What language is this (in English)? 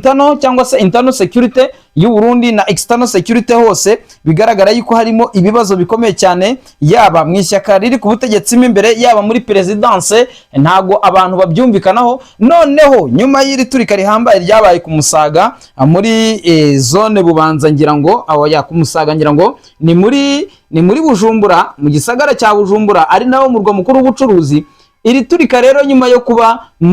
Kinyarwanda